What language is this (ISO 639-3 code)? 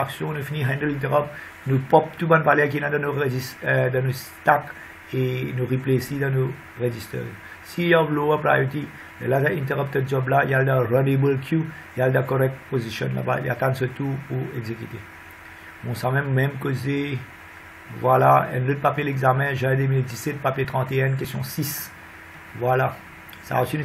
fra